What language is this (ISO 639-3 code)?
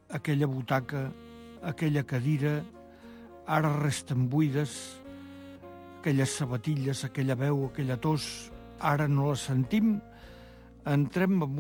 cat